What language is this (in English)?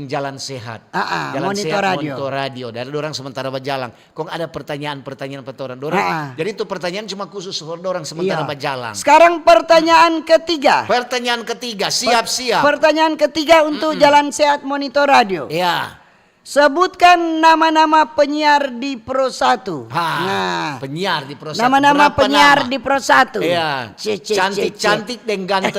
Manado Malay